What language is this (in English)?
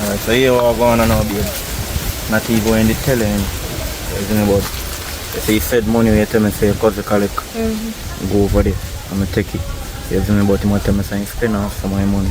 Jamaican Creole English